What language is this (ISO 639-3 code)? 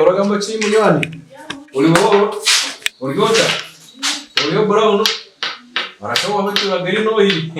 nyn